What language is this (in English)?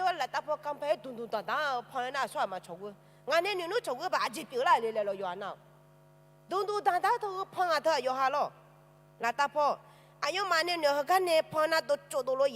Akha